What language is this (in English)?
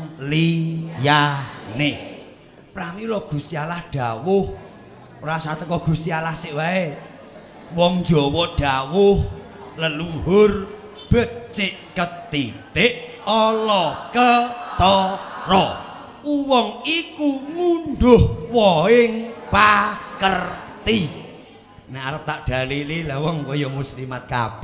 Javanese